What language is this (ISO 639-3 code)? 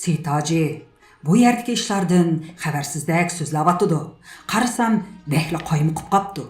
uig